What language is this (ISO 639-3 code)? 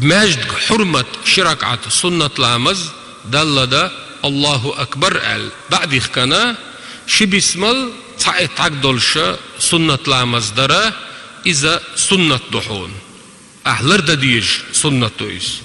che